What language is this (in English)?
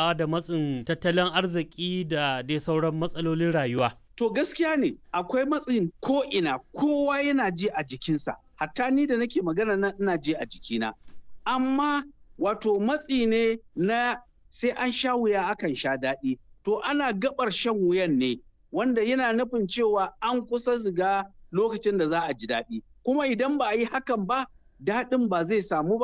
Hausa